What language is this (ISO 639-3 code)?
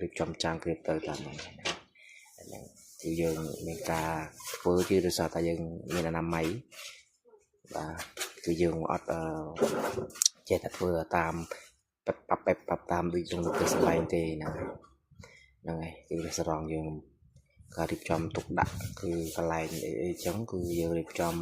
khm